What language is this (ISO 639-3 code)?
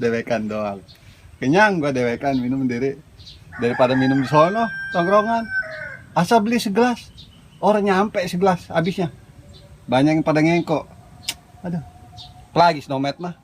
bew